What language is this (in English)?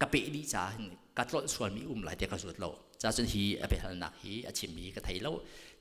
Hakha Chin